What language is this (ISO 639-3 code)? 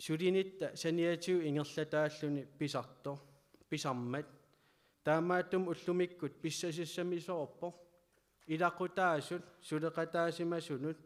kal